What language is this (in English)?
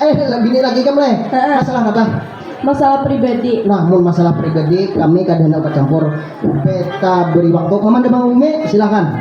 Banjar